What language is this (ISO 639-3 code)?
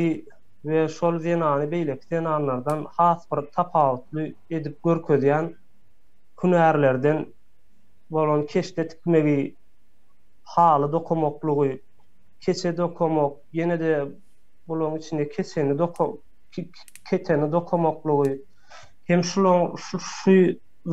tuk